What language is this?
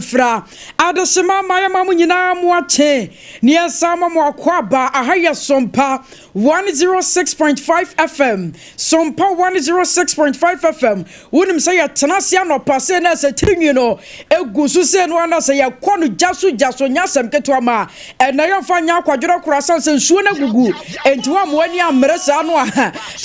Akan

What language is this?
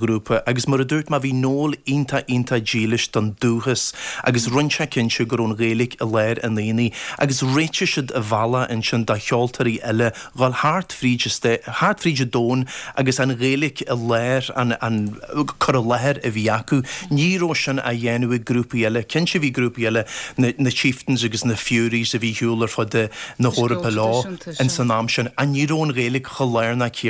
Irish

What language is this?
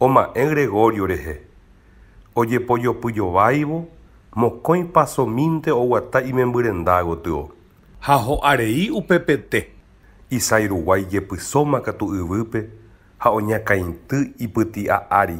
Guarani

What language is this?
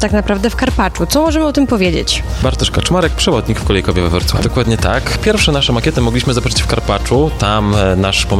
Polish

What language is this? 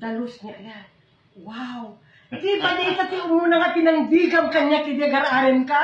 Iloko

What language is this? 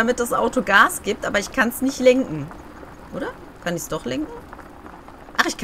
German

